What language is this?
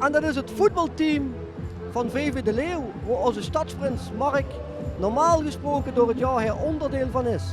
Limburgish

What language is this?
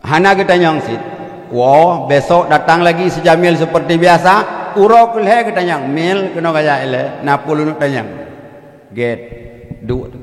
Achinese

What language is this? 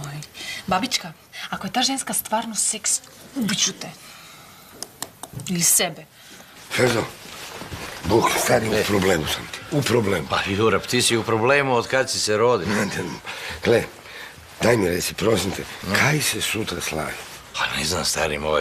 Croatian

